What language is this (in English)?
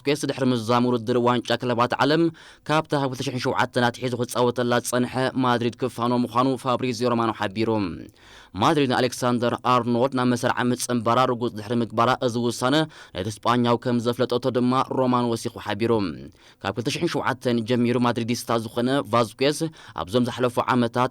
Tigrinya